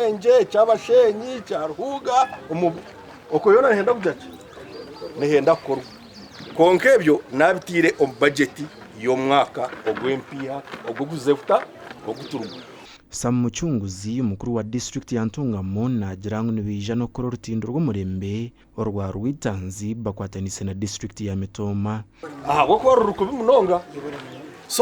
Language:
Nyankole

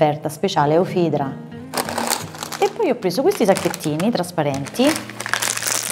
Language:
Italian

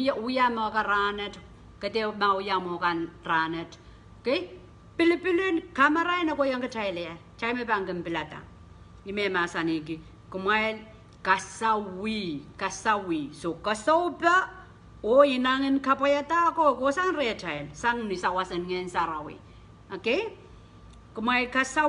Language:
Pohnpeian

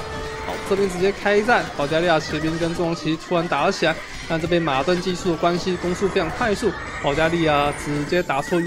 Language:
Chinese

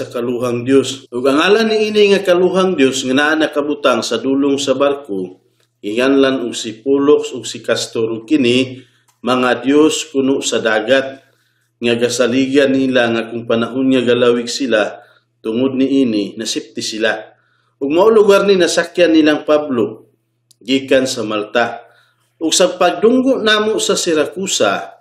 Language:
Cebuano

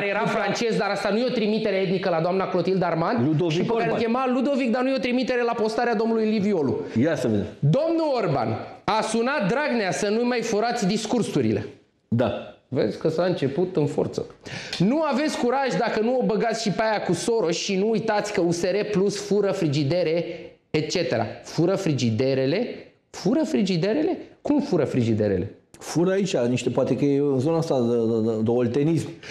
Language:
Romanian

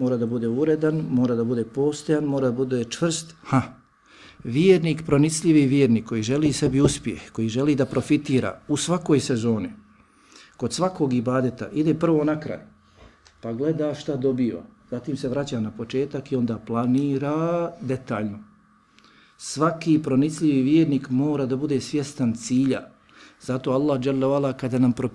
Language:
Bosnian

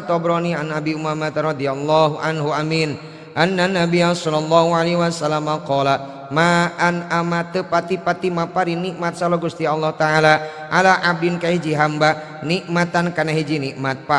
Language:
Sundanese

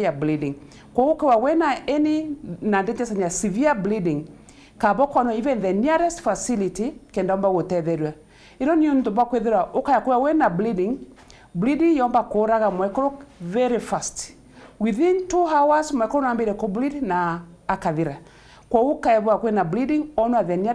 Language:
Meru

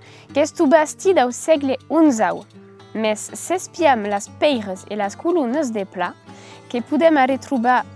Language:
Occitan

